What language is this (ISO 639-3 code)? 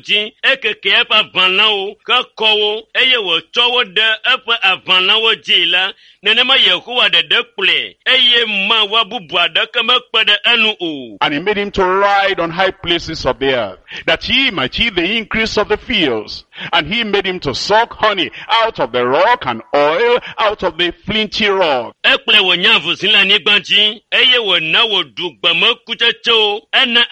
ewe